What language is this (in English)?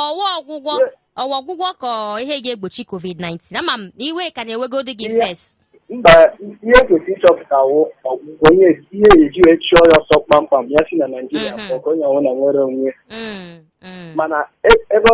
Igbo